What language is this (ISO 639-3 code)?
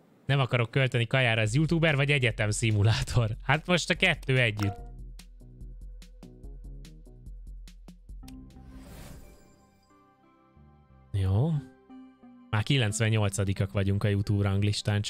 hun